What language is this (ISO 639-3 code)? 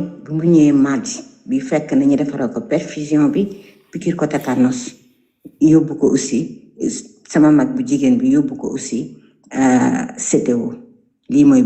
wol